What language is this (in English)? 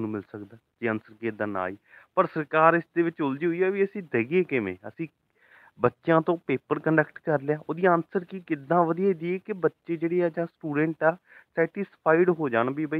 Punjabi